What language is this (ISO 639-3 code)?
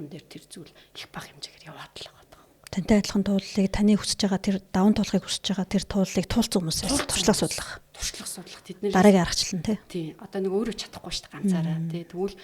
mon